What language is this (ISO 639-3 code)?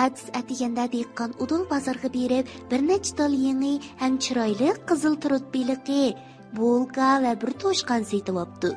uig